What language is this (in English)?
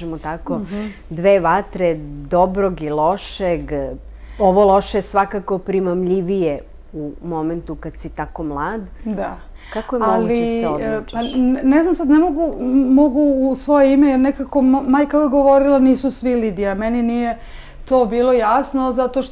Serbian